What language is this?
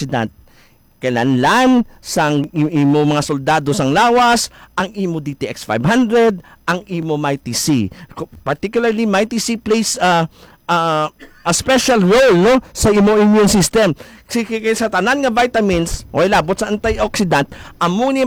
Hiligaynon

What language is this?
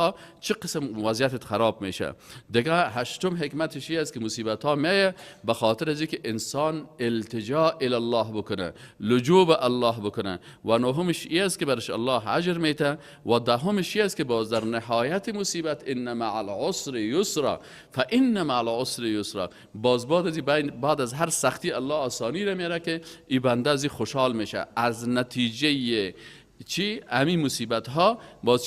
Persian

